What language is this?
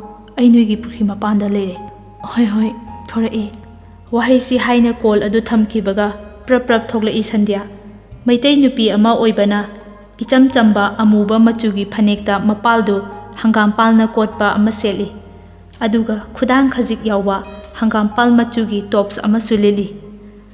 Manipuri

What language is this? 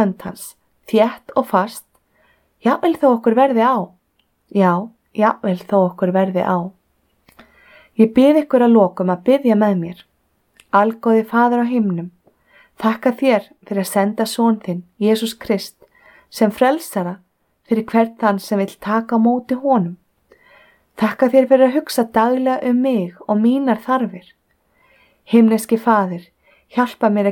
Icelandic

